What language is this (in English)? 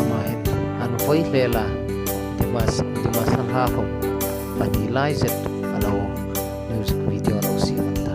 Hmar